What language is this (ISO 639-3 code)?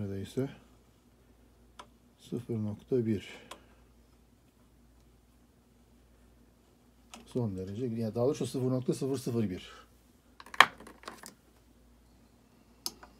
tur